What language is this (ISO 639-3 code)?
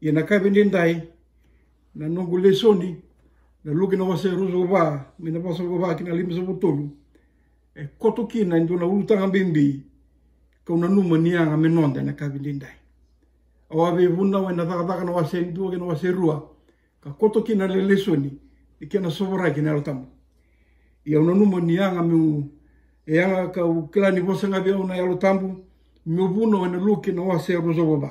fij